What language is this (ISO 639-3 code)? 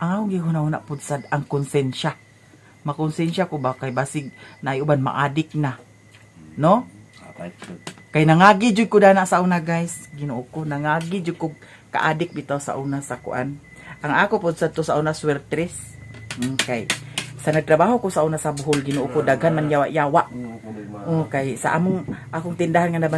ceb